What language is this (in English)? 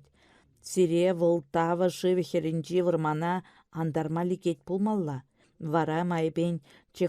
Chuvash